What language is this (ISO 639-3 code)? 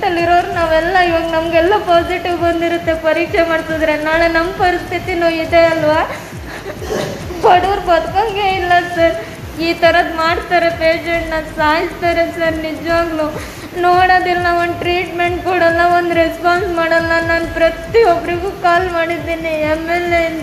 kan